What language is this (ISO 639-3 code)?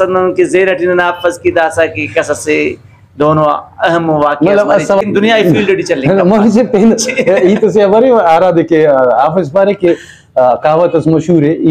brh